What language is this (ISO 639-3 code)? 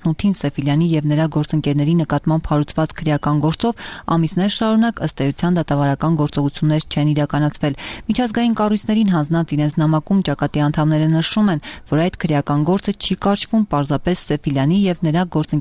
hye